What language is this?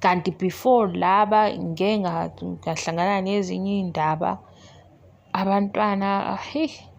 Zulu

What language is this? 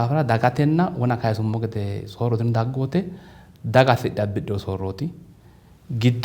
Sidamo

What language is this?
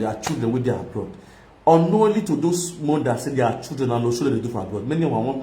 Nigerian Pidgin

